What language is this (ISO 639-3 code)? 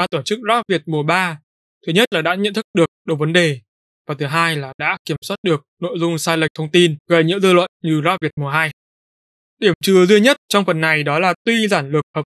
vie